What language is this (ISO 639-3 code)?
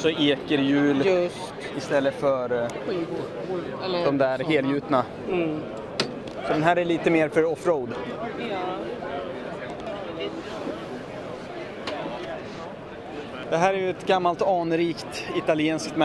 swe